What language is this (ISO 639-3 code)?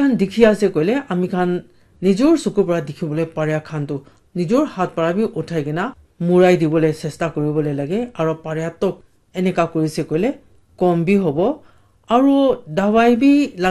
nag